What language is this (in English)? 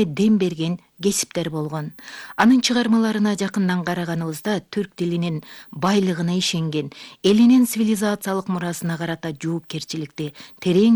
Kyrgyz